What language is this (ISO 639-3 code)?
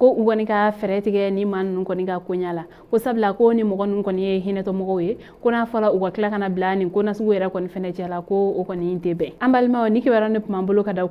bam